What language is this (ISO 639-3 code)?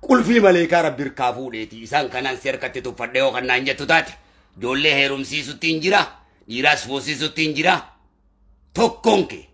orm